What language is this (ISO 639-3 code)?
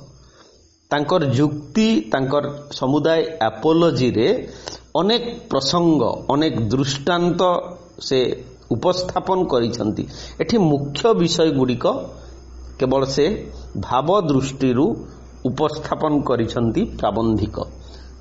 ori